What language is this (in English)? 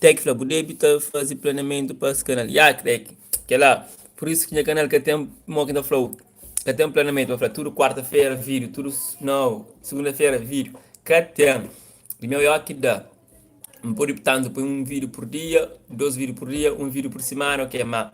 Kabuverdianu